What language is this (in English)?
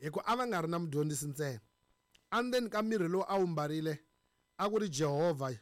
Tsonga